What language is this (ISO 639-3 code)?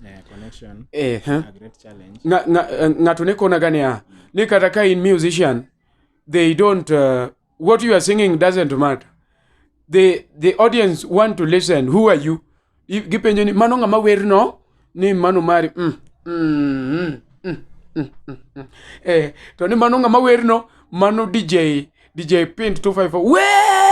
luo